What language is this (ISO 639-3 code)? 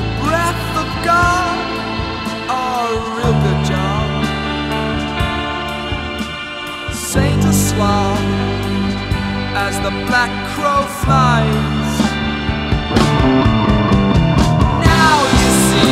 eng